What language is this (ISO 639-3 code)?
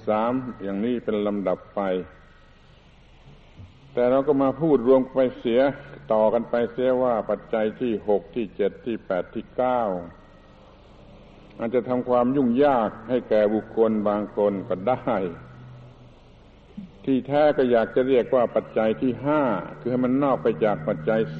tha